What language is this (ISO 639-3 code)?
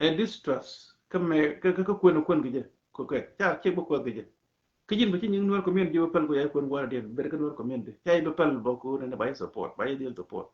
nus